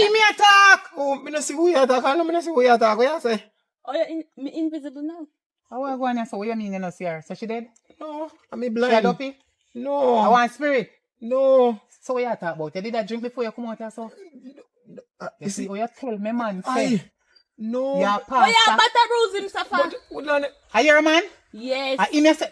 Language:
Jamaican Creole English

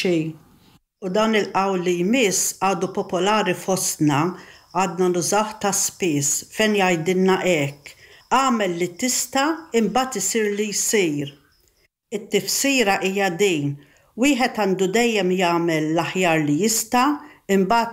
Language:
Maltese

